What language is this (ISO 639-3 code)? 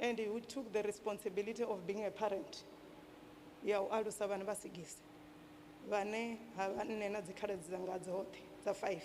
ven